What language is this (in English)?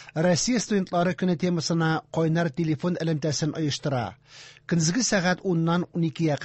Tatar